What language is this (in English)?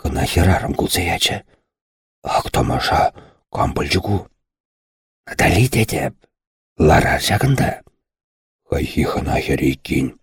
Chuvash